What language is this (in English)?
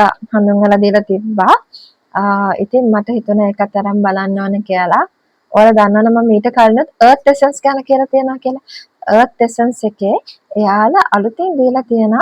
Sinhala